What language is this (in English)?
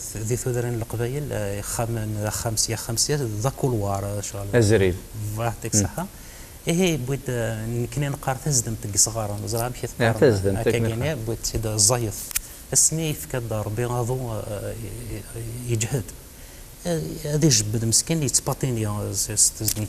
Kabyle